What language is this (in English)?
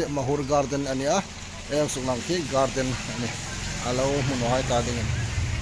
Hmar